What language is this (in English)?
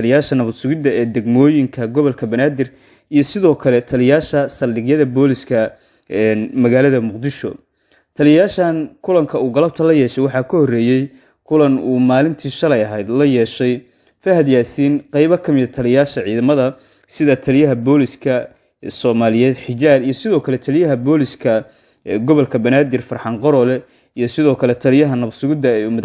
Somali